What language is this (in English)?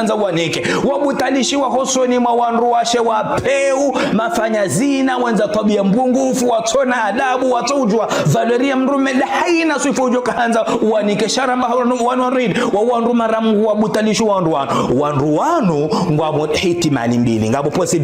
Ngazidja Comorian